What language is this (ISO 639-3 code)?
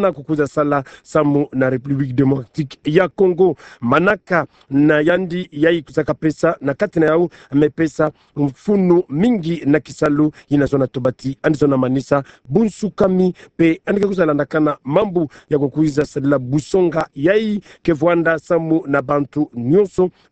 ktu